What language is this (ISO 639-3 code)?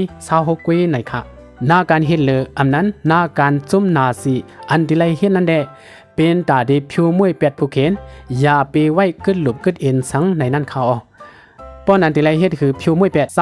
shn